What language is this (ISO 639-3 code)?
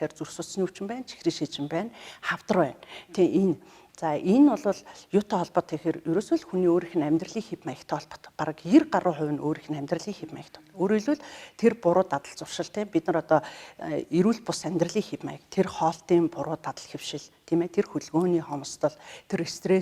mon